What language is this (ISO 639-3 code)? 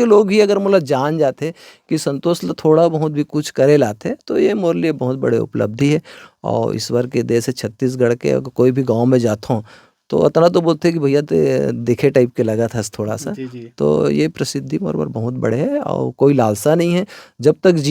hne